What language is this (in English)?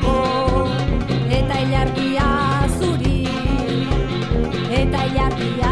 Basque